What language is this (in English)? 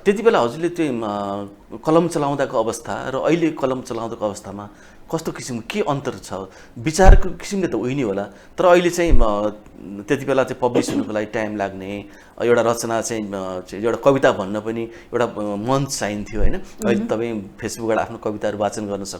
Nepali